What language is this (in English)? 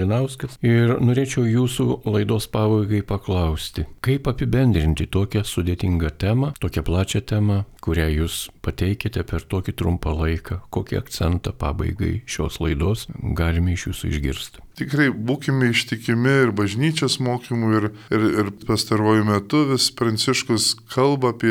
Lithuanian